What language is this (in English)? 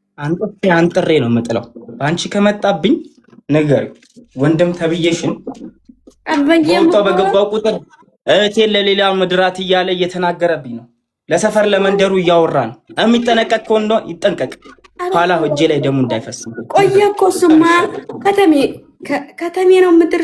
Amharic